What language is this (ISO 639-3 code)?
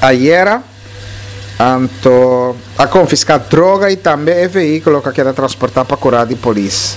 pap